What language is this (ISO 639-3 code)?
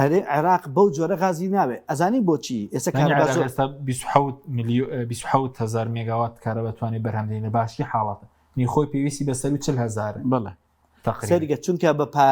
ckb